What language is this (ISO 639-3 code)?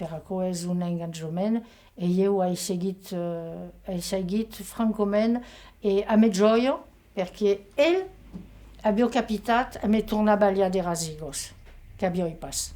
oci